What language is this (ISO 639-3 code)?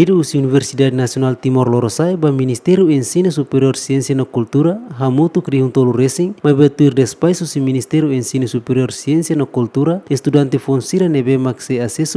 tet